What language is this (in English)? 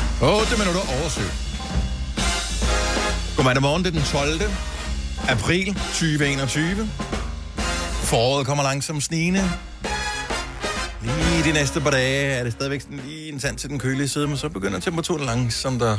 Danish